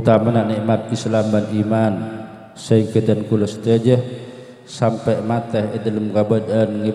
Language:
Madurese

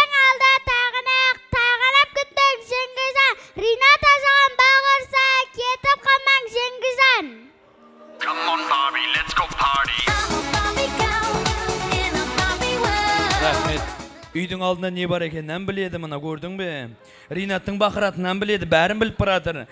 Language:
Kazakh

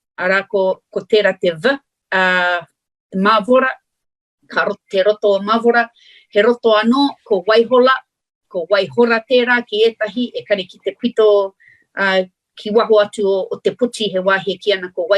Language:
Māori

